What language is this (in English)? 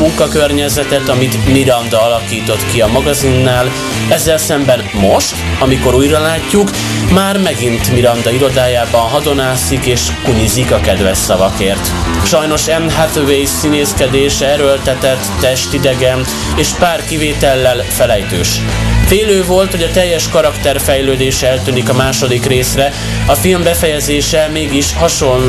Hungarian